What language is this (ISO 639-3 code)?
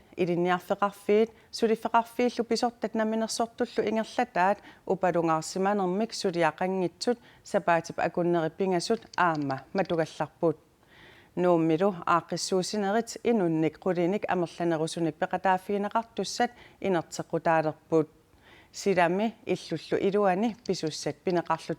kal